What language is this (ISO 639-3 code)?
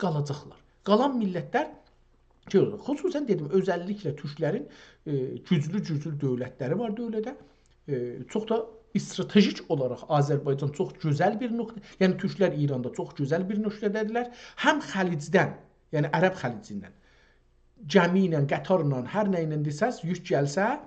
azb